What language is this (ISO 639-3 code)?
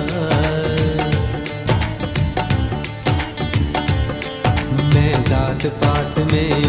hin